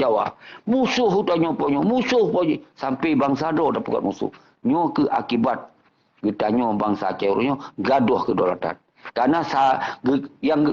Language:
Achinese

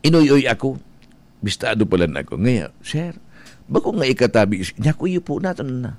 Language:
Bikol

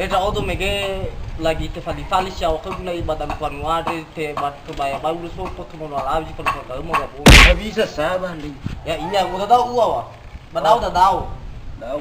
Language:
Nias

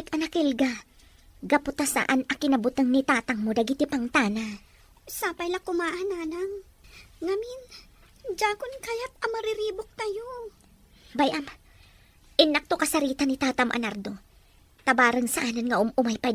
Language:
Iloko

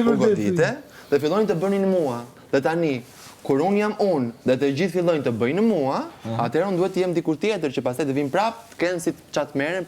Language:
Albanian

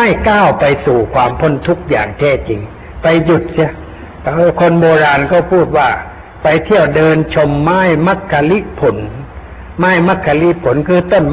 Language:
Thai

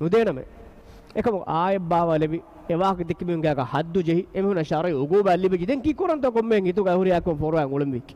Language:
Divehi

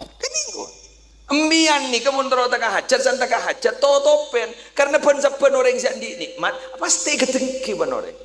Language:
Madurese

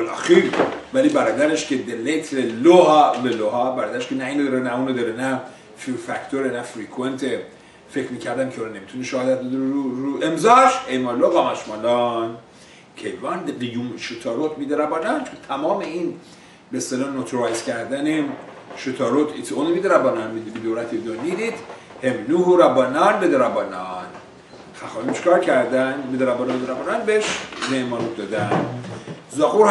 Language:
Persian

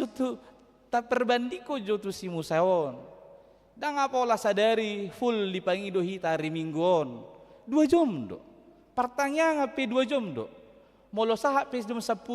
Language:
Batak Toba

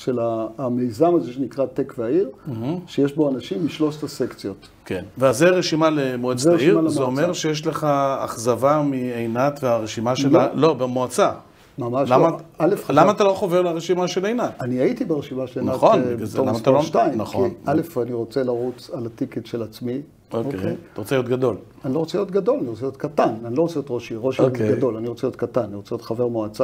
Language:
Hebrew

